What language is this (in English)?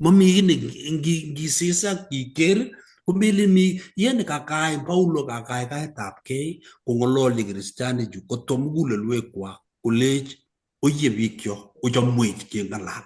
Kalenjin